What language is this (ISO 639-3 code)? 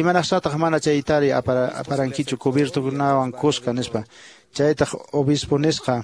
que